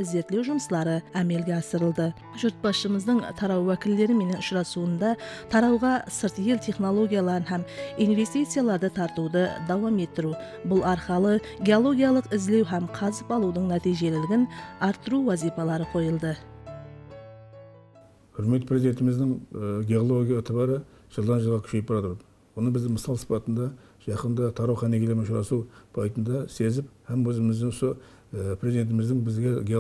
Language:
Kara-Kalpak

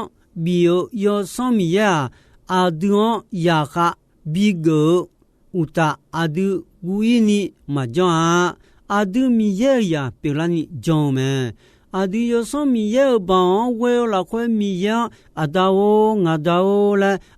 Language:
Akha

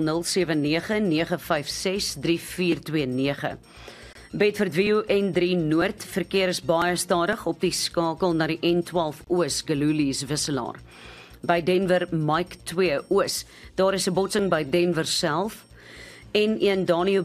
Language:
Afrikaans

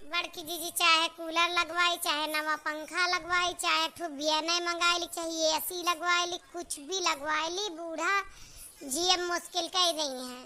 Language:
Awadhi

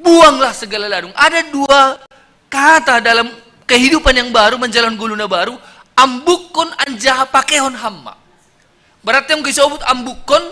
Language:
Batak Simalungun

